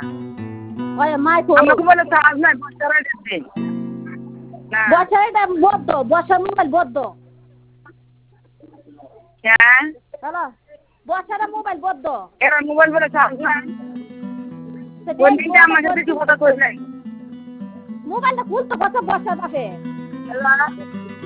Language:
Bangla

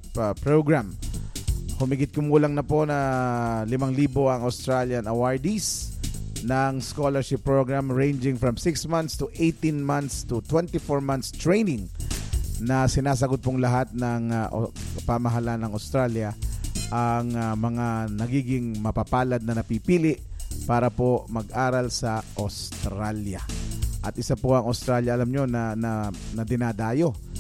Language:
Filipino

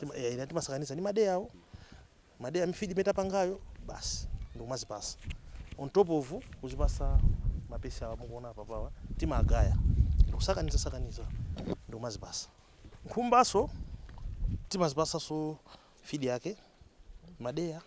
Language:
Nyanja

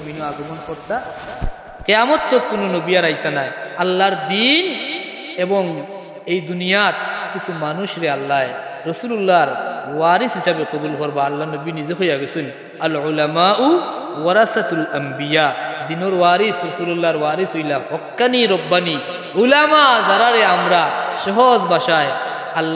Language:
Sylheti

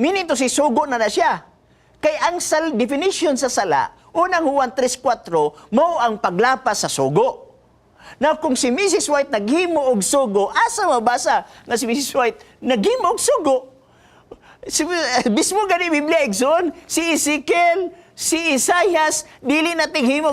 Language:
Cebuano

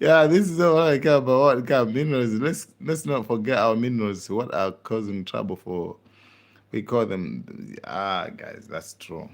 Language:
Nyanja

